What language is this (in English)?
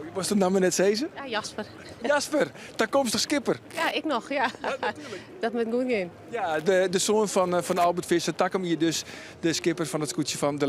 Western Frisian